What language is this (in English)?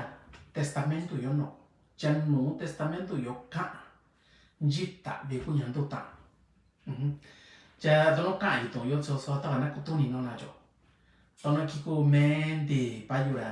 Mixtepec Mixtec